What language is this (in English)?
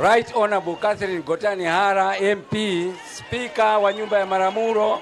Nyanja